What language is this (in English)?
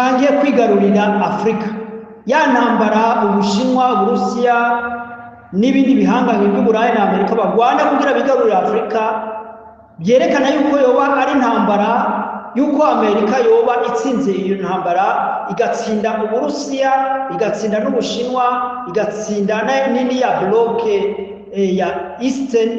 Rundi